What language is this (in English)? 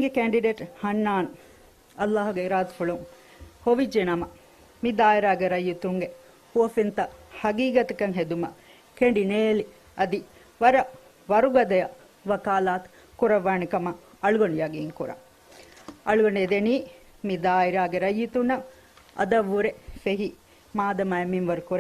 Divehi